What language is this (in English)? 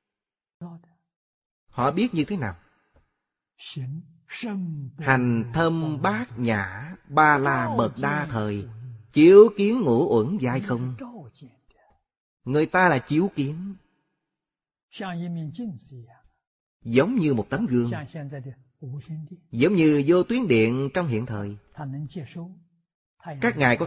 Vietnamese